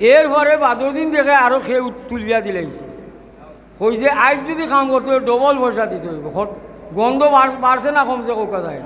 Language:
Sylheti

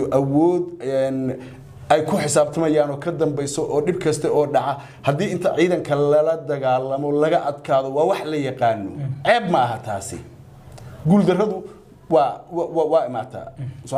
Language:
Somali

